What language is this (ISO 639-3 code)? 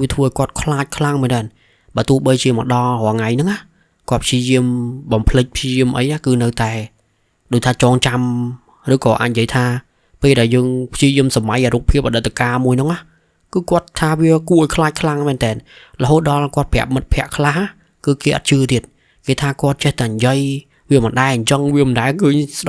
khm